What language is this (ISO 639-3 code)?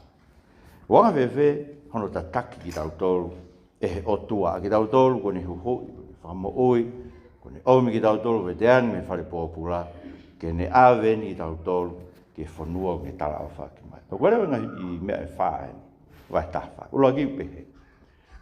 ton